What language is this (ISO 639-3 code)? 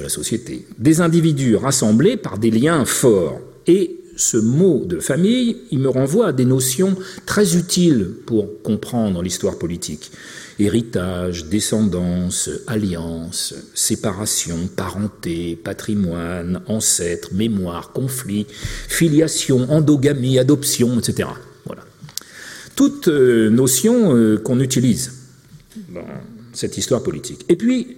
fra